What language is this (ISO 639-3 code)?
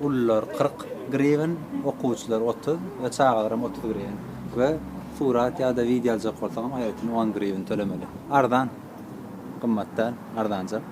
tuk